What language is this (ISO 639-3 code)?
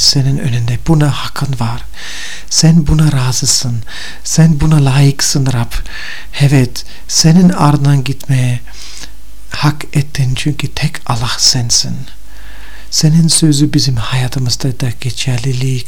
tur